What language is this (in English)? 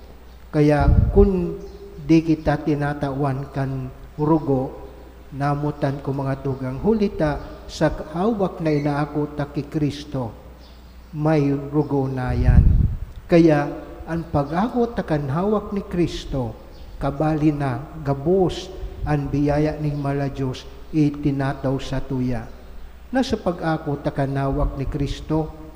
Bikol